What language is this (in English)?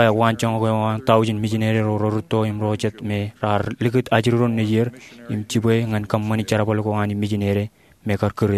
Marshallese